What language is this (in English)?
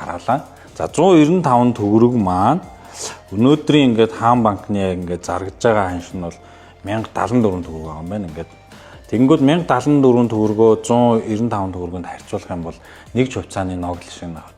Mongolian